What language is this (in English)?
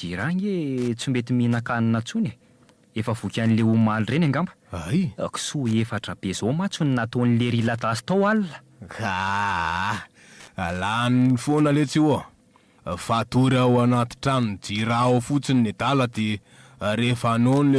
Malagasy